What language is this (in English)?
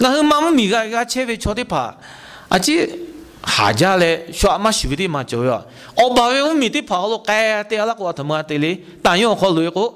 Lahu